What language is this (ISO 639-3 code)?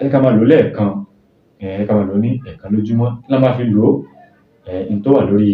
yor